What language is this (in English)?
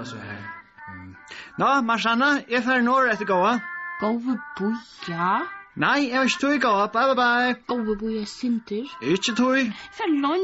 Faroese